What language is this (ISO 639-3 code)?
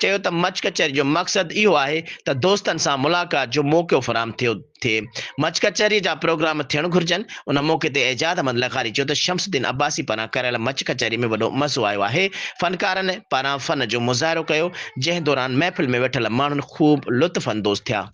snd